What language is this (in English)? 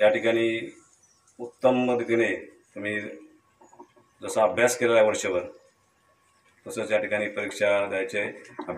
Marathi